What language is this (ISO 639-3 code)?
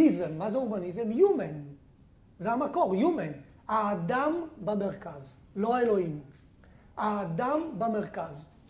heb